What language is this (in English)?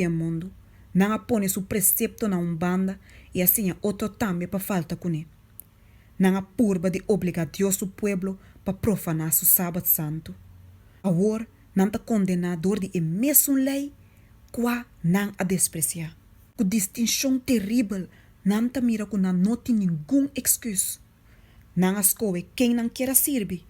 Papiamento